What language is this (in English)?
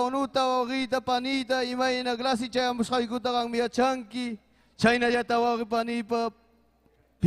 Ayacucho Quechua